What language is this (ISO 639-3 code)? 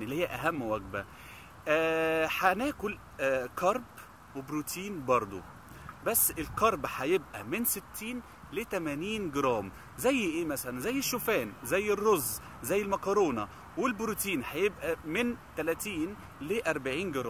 arz